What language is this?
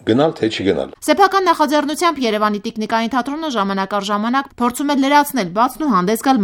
Armenian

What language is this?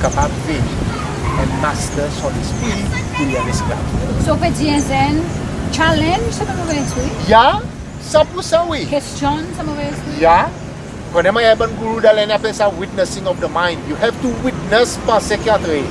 Seselwa Creole French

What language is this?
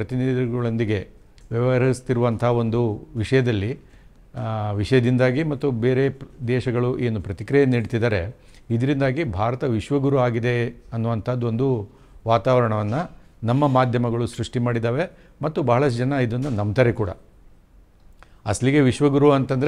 Kannada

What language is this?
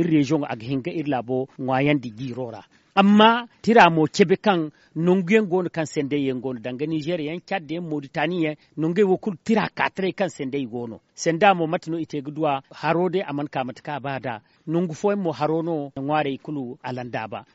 Zarma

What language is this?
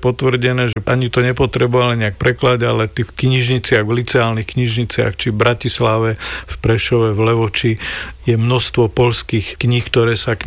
Slovak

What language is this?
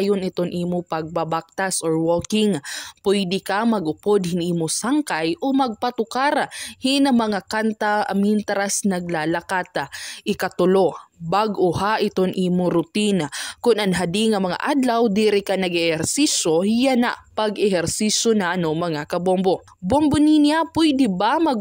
Waray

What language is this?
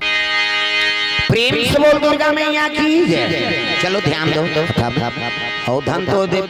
Chhattisgarhi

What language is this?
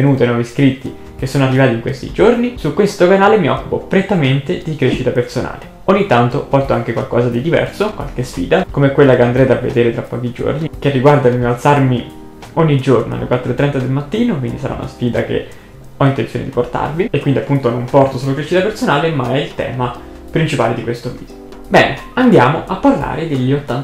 Italian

